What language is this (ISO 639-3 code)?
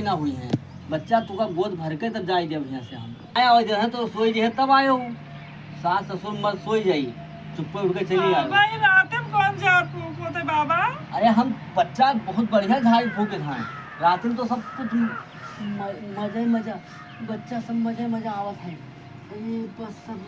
awa